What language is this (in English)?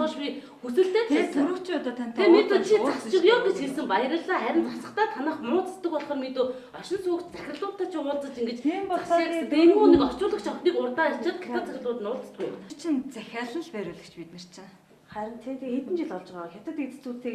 Mongolian